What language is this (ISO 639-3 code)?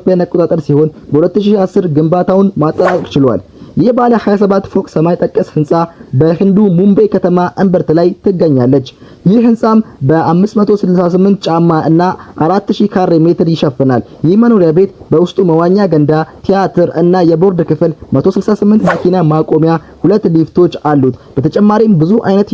amh